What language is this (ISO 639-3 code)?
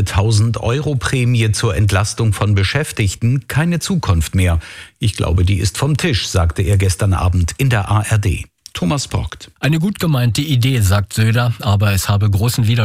deu